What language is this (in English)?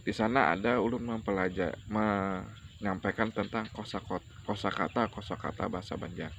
Banjar